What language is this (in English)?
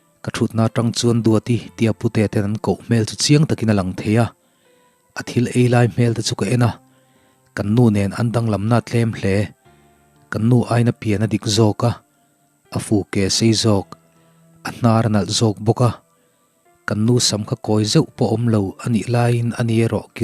Mizo